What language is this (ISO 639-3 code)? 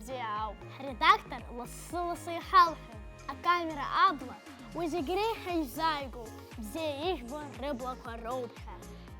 abk